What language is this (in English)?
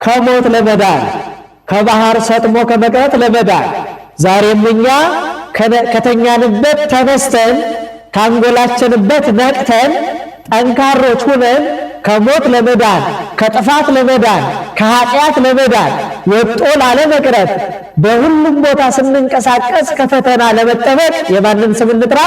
Amharic